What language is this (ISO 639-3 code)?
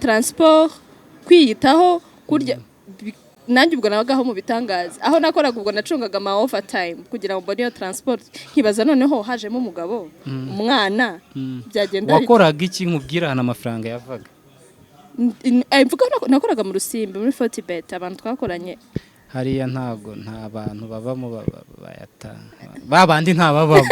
kin